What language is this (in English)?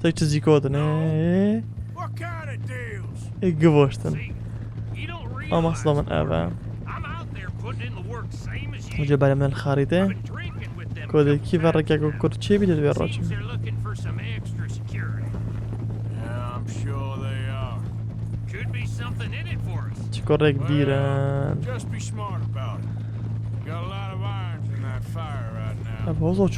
Kurdish